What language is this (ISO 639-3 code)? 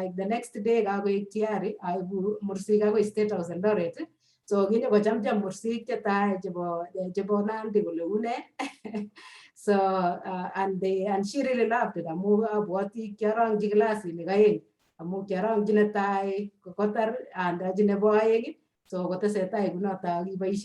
kln